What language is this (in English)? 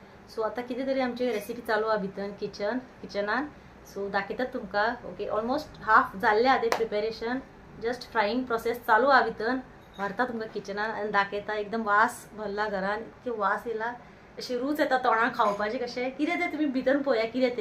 Konkani